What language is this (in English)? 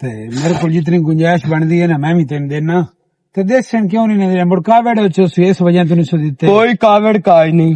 Western Panjabi